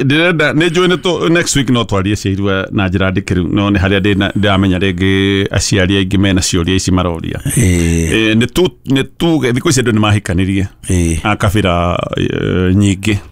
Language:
Kikuyu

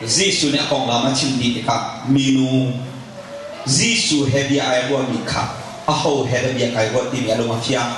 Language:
Hakha Chin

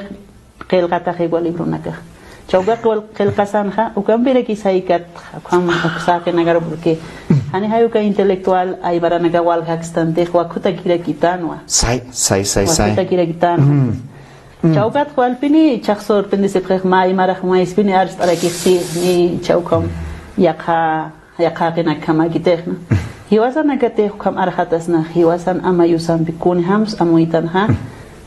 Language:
Aymara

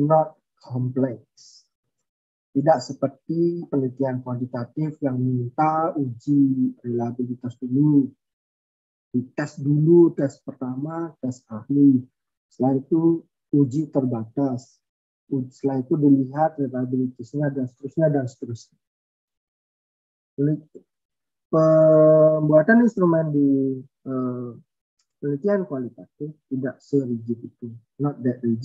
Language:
Indonesian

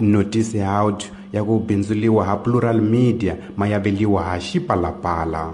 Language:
Tsonga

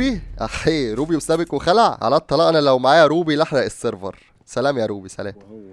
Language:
Egyptian Arabic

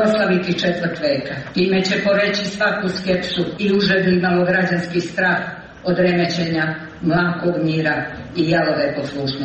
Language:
Serbian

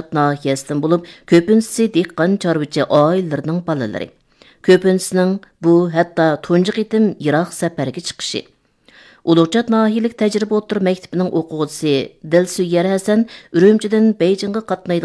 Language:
Uyghur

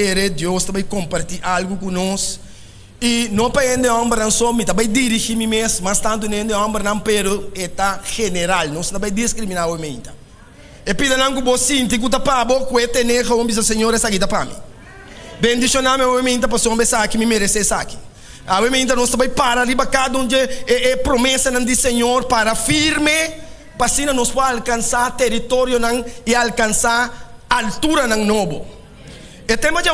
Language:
Papiamento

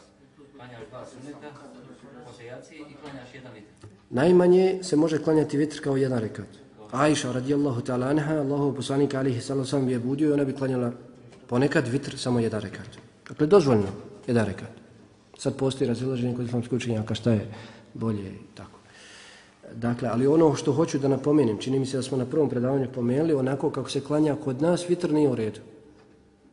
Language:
Bosnian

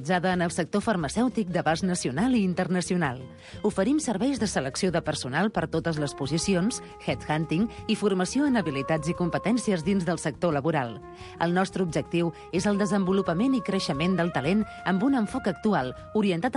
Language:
Catalan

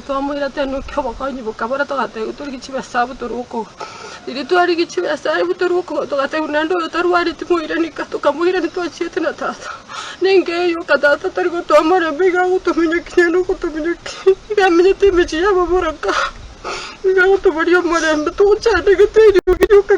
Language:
Gusii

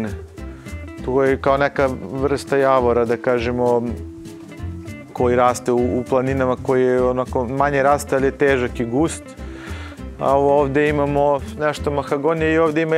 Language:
Serbian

